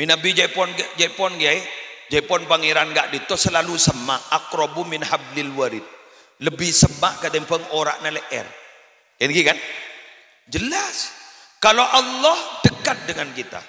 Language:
Madurese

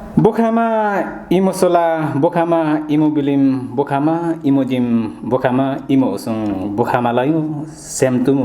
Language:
Nepali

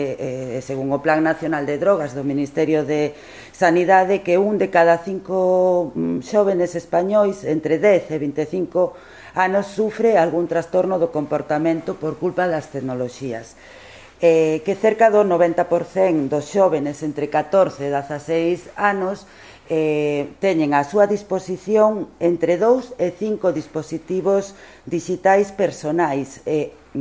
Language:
Galician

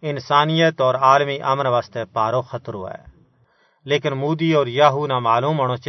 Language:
Gujari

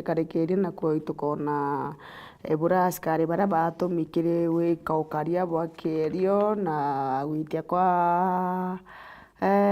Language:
Meru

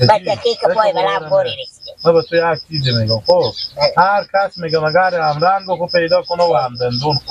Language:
Persian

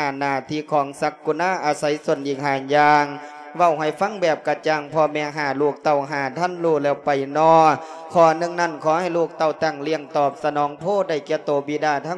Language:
Lao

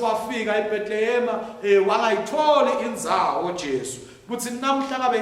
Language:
Swati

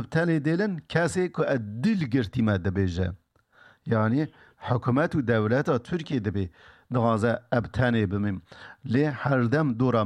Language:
Kurdish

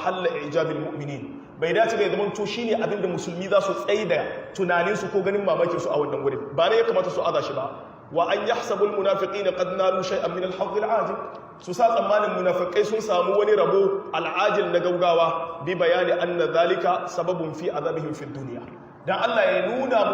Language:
Hausa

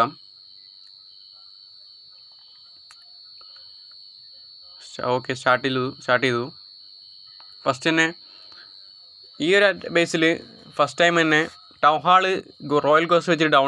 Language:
Malayalam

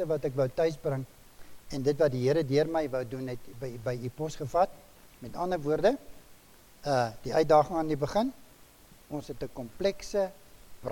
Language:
Afrikaans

